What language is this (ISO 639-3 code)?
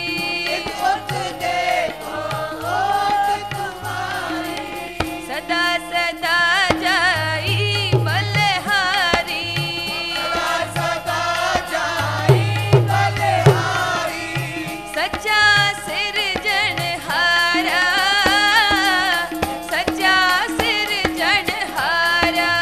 hin